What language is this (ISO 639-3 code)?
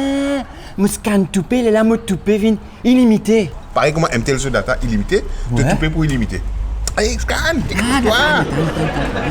mfe